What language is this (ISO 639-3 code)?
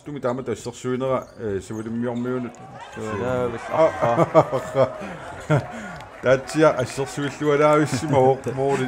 kal